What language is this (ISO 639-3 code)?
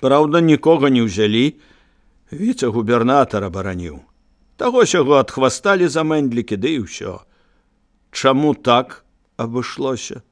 bel